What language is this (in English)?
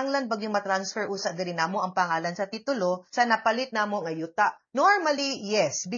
Cebuano